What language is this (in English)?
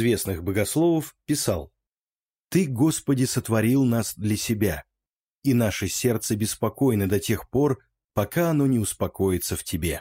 Russian